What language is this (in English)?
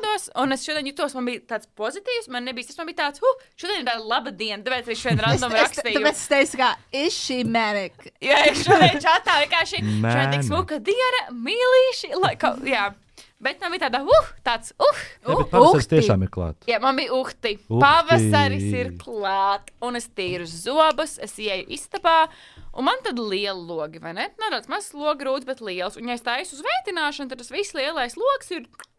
Latvian